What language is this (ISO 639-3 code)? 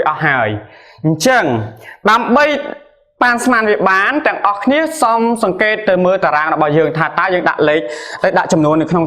khm